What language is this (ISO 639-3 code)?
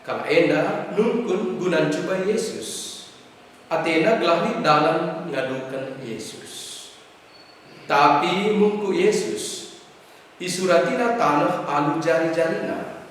btx